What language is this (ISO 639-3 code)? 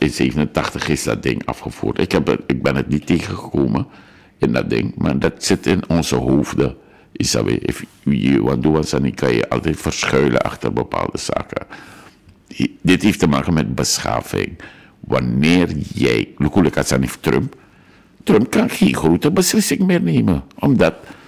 nld